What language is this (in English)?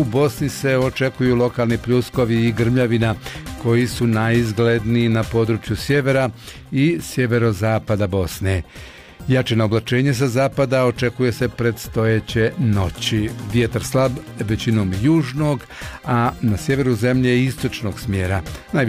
Bosnian